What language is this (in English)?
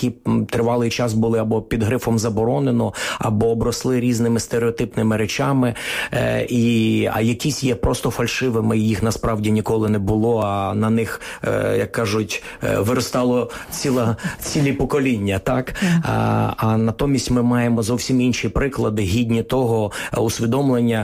Ukrainian